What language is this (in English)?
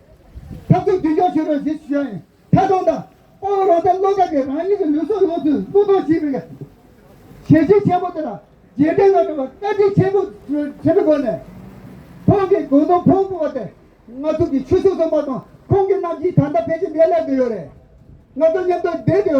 Tibetan